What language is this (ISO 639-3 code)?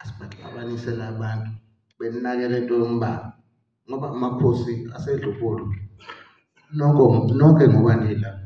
zul